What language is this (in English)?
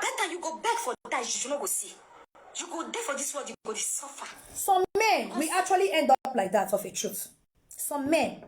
Nigerian Pidgin